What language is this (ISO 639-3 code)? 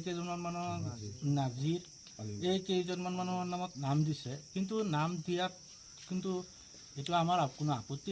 asm